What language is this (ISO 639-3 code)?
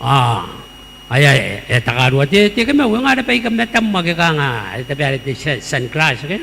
gil